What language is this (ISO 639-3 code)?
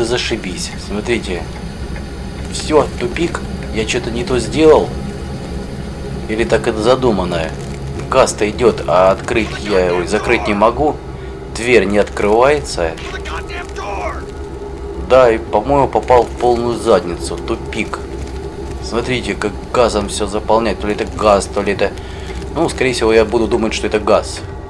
rus